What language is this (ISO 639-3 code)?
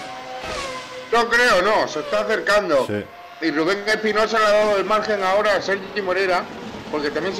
spa